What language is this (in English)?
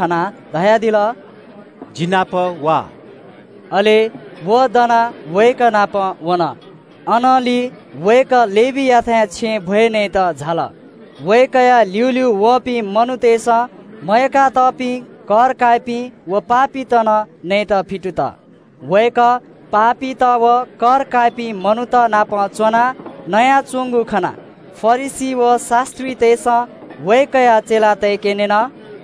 Newari